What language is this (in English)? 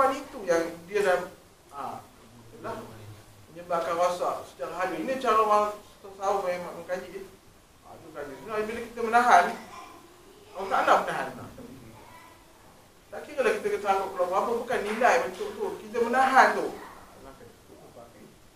Malay